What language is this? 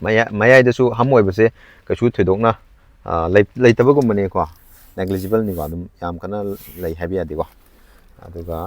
Manipuri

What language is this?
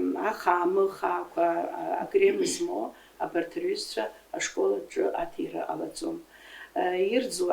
Abkhazian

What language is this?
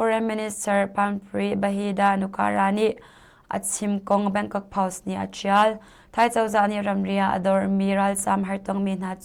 Hakha Chin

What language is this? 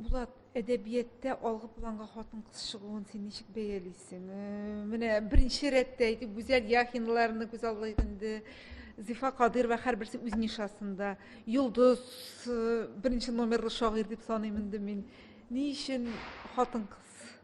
Tatar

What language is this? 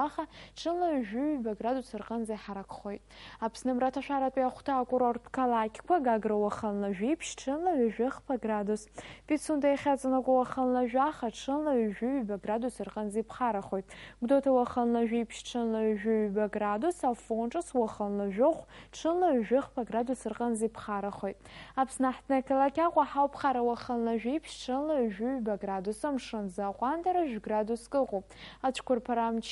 Abkhazian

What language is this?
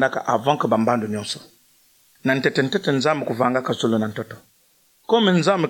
Kituba (Democratic Republic of Congo)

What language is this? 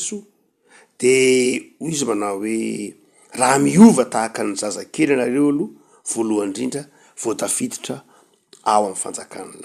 Malagasy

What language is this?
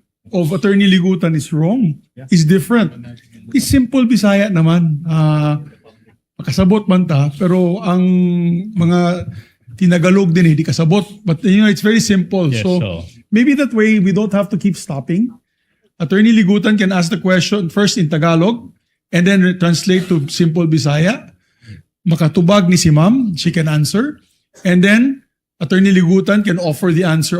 Waray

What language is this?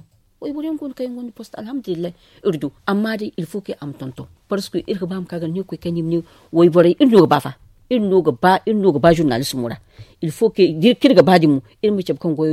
Zarma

